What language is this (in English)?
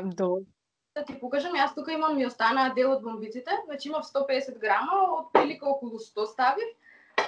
Macedonian